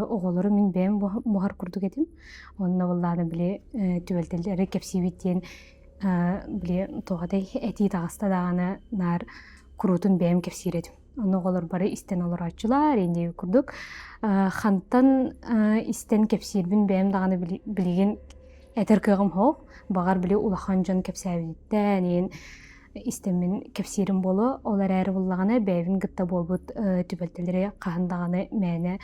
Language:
Yakut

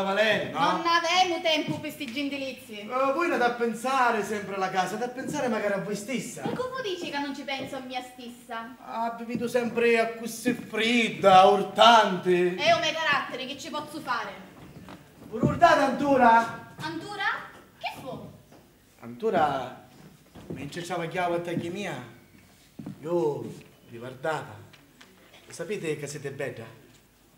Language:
Sicilian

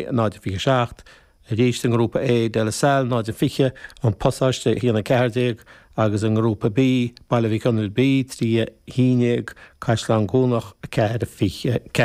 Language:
Irish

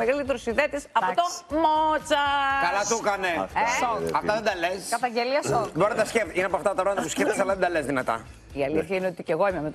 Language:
Greek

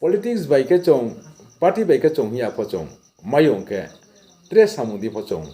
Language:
Riang (India)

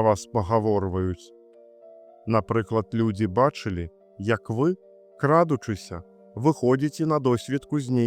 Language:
Belarusian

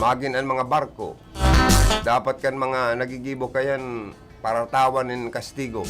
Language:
Bikol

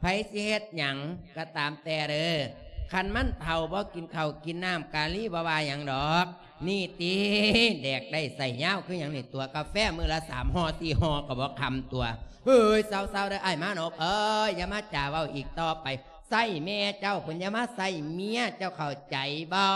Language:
Lao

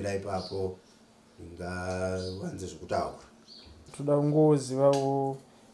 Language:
Shona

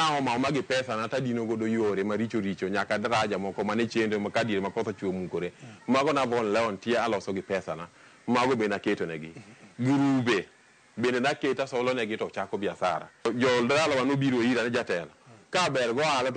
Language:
Luo (Kenya and Tanzania)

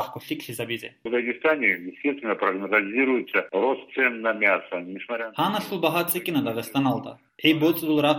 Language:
Avaric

